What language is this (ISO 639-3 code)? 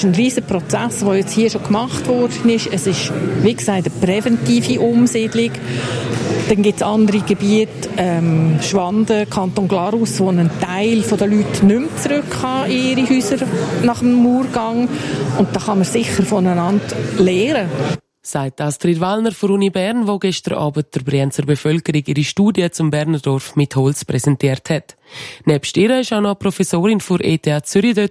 deu